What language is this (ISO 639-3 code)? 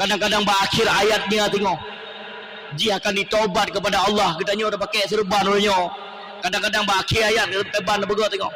ace